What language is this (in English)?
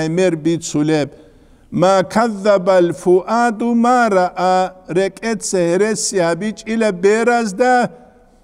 Avaric